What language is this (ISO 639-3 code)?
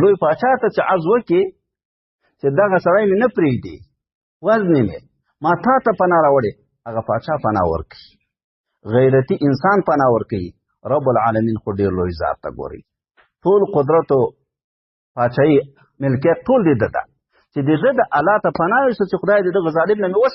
pus